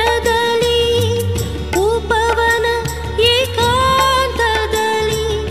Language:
Kannada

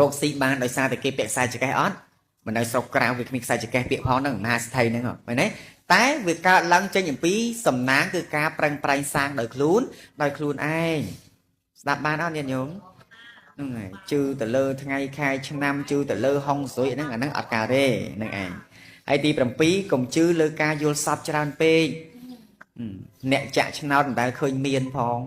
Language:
Khmer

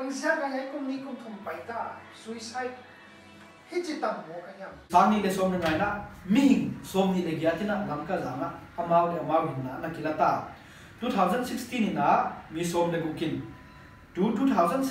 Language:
Paite Chin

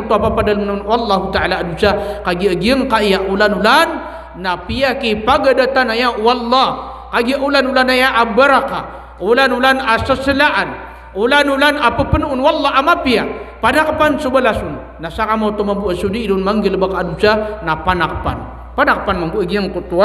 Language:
Maranao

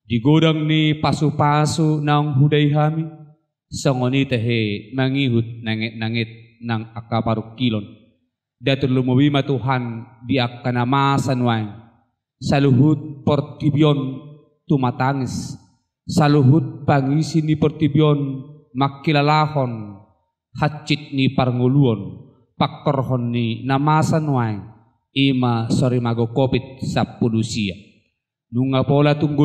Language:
Batak Toba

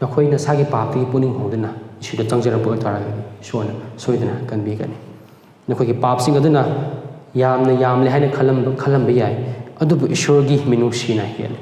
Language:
Manipuri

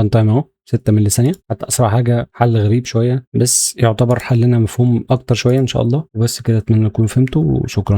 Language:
Egyptian Arabic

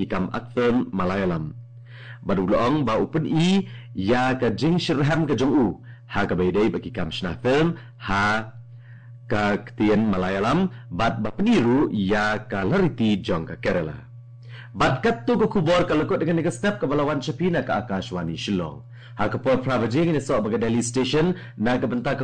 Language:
Khasi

